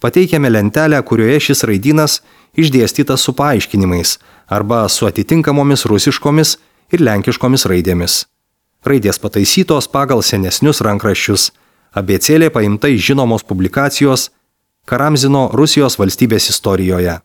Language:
Lithuanian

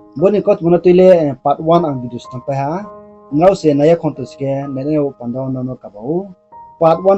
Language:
Riang (India)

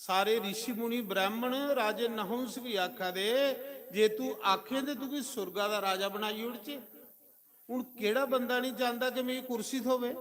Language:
Dogri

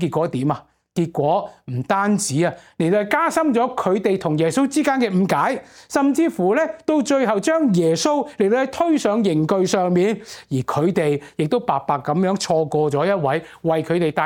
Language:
Cantonese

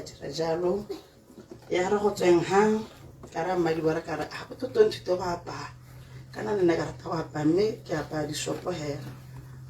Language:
Tswana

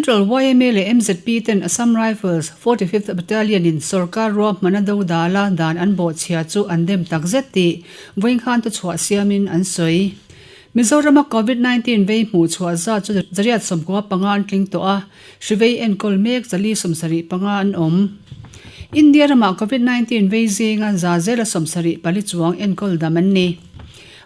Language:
Mizo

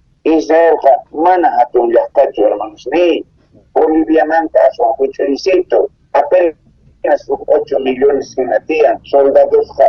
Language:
South Bolivian Quechua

